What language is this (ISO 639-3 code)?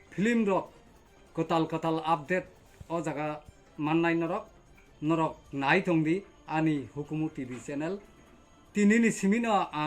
trp